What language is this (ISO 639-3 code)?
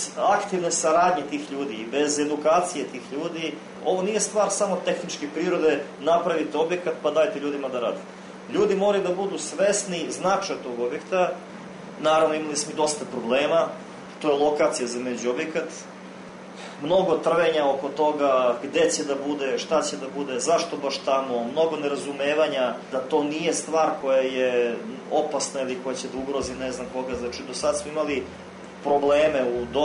srp